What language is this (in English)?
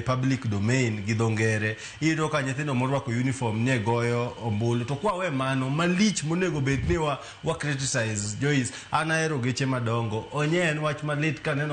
Luo (Kenya and Tanzania)